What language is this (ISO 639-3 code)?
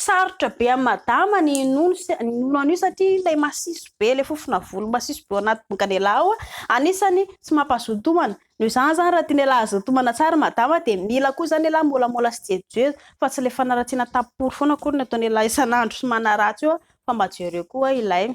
mlg